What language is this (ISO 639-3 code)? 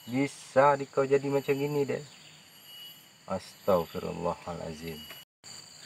msa